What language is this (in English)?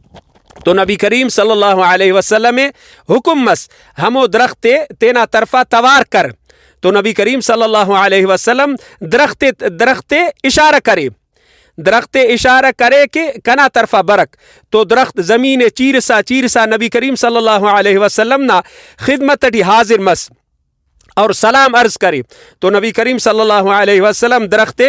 Brahui